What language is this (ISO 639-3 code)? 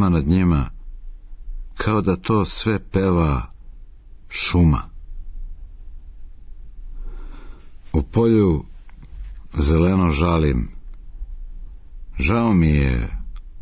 srp